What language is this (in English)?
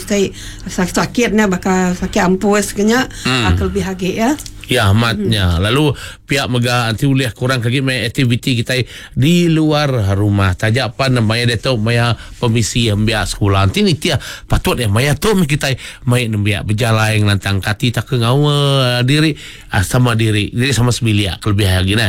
Iban